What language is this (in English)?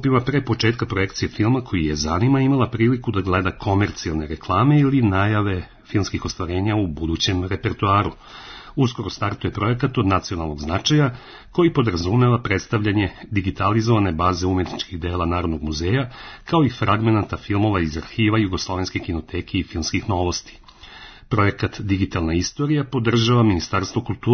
Serbian